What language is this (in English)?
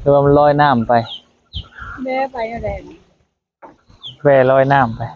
Lao